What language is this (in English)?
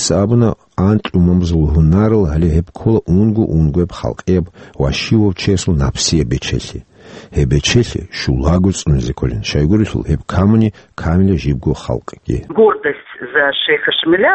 Avaric